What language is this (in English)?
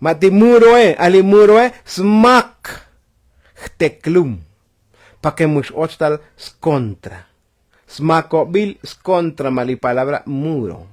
Tzotzil